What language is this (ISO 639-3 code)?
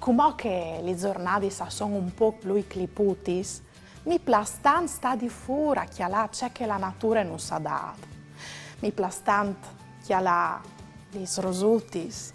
fur